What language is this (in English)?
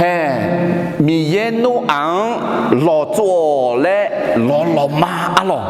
Akha